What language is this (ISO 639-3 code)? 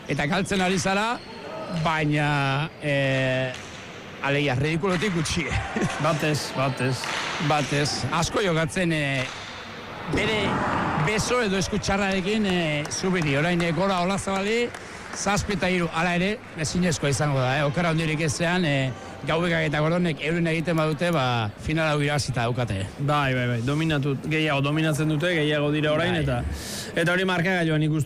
eus